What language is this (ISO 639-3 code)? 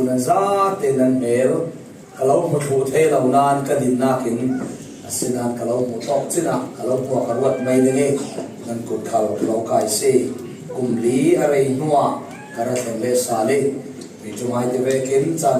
cfm